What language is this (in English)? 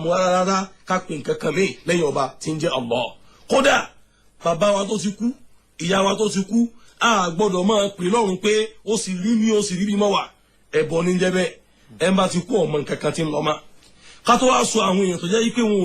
Yoruba